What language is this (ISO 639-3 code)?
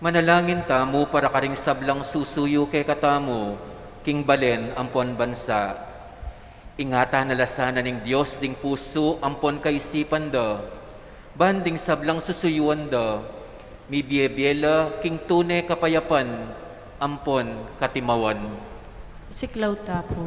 pam